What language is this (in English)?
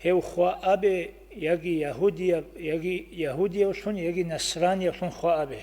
Avaric